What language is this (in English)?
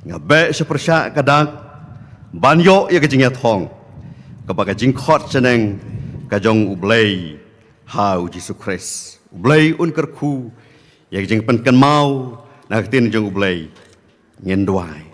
Khasi